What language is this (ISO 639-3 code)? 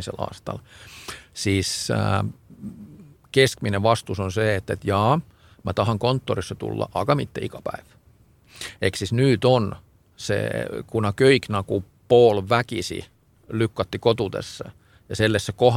est